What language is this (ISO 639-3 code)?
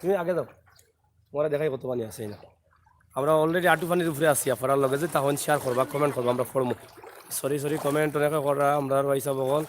syl